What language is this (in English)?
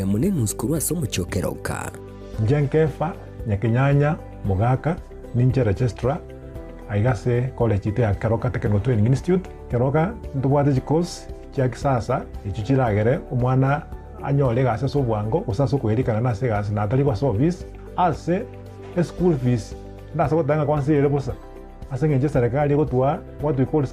Gusii